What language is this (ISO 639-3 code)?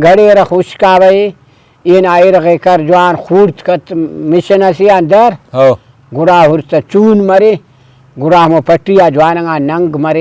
brh